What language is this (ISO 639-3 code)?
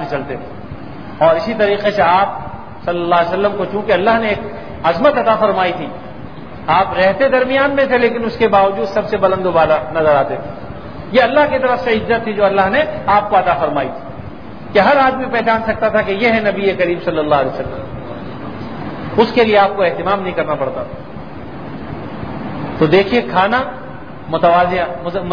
urd